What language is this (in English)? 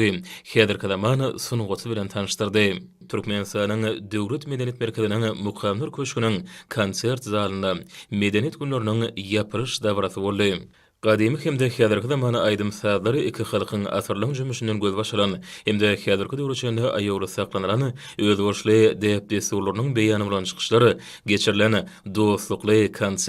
Turkmen